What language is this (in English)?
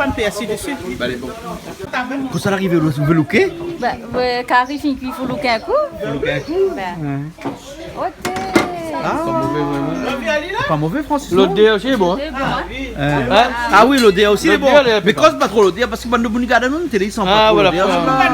Réunion Creole French